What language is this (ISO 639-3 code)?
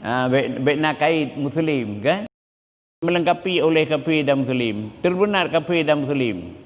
ace